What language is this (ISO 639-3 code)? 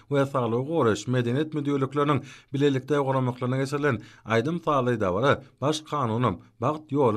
tuk